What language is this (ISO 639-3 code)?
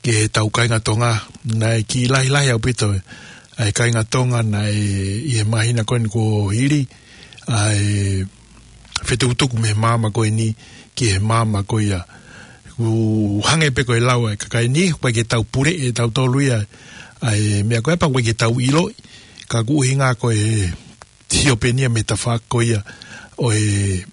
ton